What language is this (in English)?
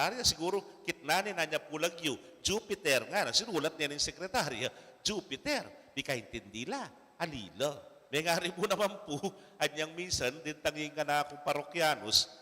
Pampanga